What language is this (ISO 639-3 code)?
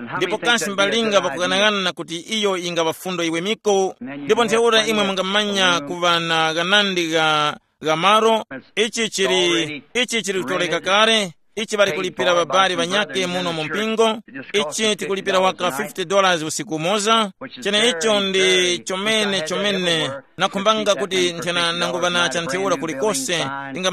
tum